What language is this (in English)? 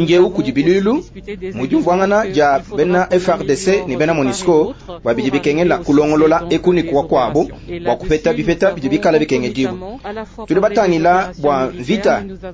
Luba-Lulua